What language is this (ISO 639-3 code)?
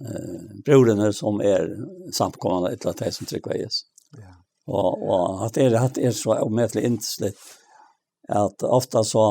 fao